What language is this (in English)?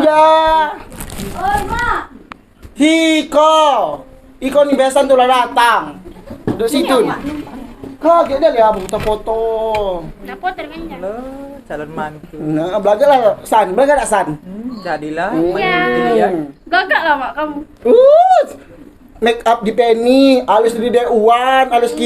Musi